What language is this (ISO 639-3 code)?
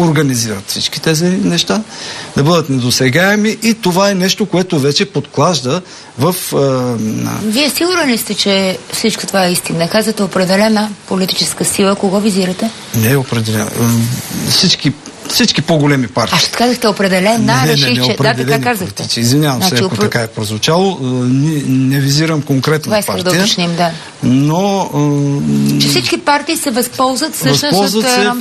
bul